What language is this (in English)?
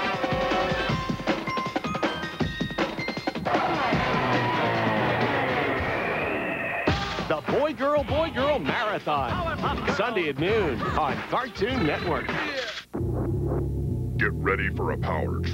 English